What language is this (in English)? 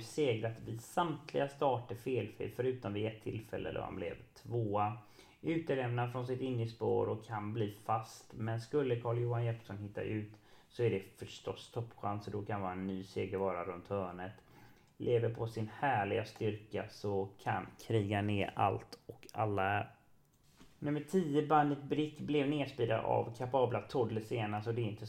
Swedish